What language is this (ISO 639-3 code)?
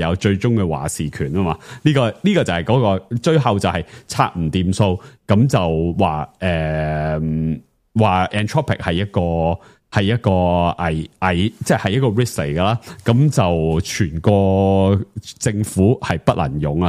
yue